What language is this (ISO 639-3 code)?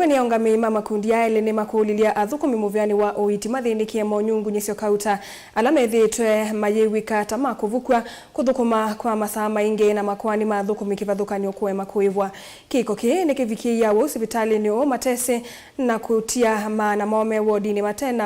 kam